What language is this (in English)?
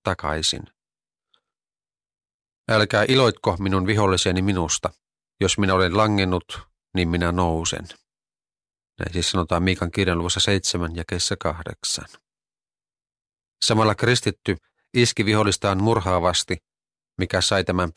Finnish